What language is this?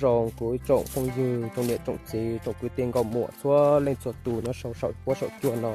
Hmong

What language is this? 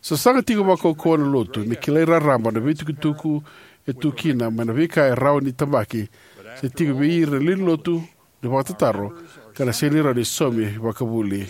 Fijian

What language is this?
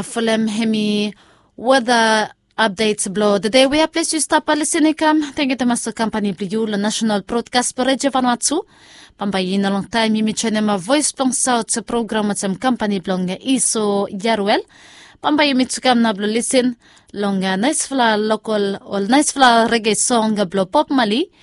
Bislama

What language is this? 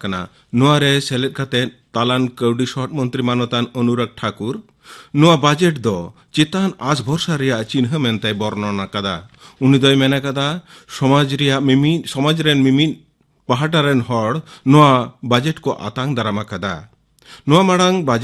Santali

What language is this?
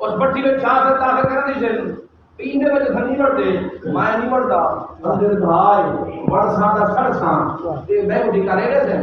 Saraiki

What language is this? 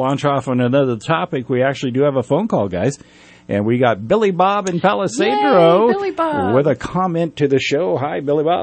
English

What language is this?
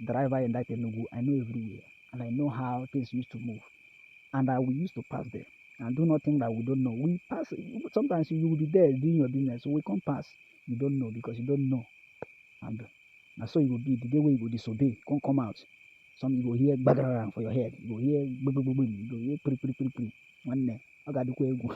Nigerian Pidgin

